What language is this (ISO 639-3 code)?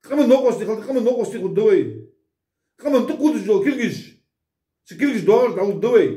inh